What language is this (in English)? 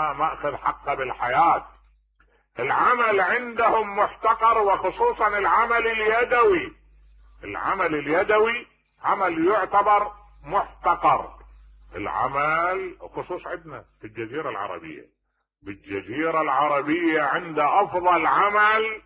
Mesopotamian Arabic